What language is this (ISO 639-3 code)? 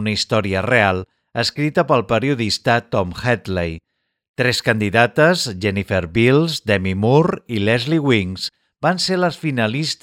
cat